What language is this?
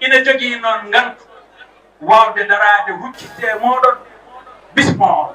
Fula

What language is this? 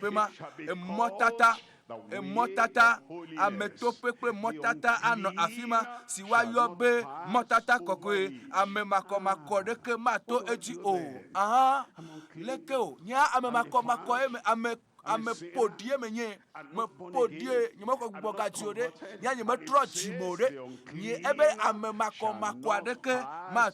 Ewe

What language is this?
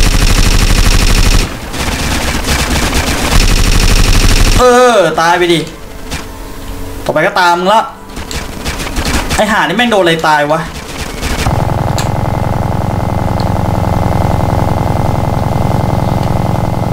Thai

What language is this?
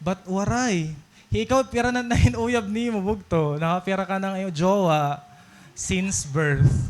Waray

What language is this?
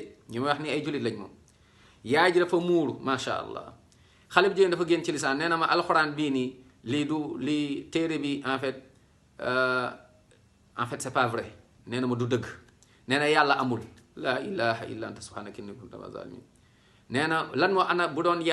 Wolof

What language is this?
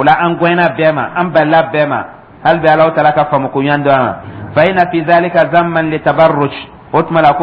Dyula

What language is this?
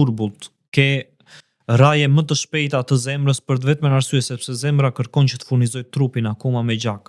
Albanian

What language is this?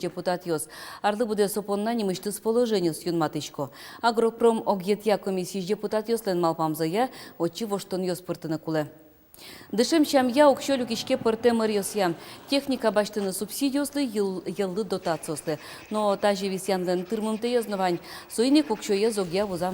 Udmurt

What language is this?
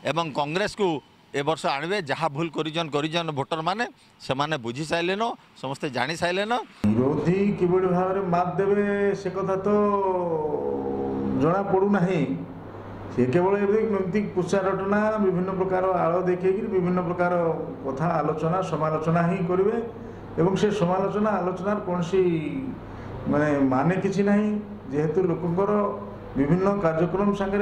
Odia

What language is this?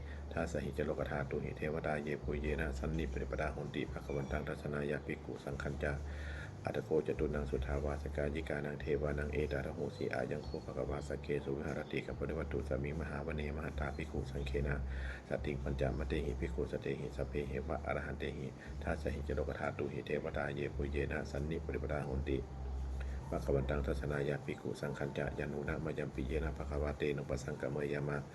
Pali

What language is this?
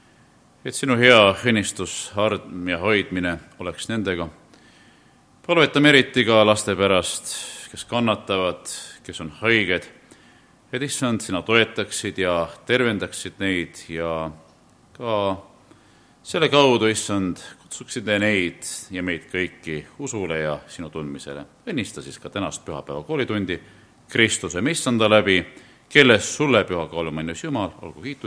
Estonian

